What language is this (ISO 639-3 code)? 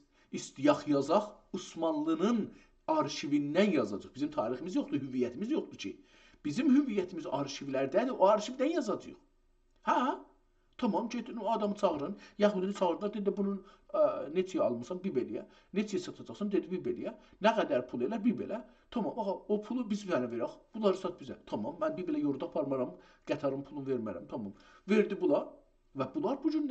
azb